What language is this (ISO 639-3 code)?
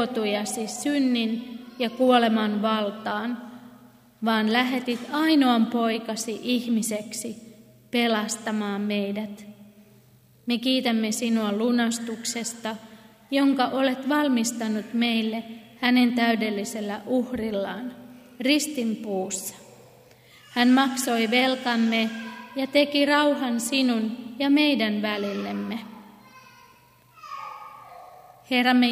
fin